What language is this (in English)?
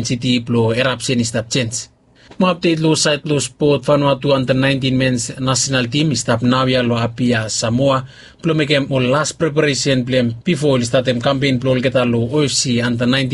Bislama